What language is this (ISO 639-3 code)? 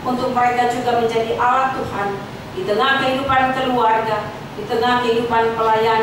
ind